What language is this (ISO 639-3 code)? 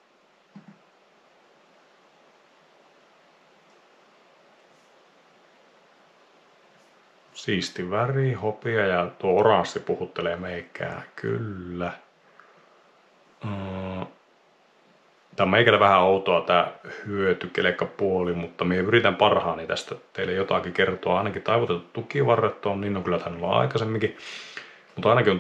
fin